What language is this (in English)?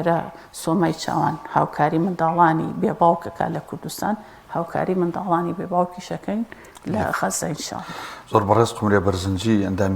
Central Kurdish